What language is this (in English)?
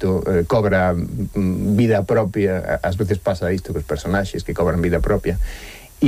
Galician